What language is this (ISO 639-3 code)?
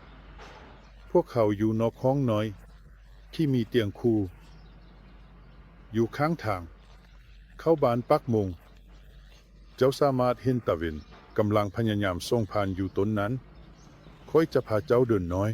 lao